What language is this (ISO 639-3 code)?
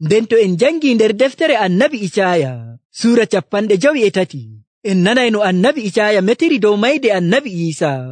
fuv